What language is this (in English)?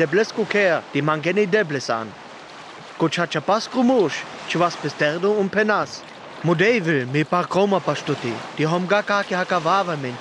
Sinte Romani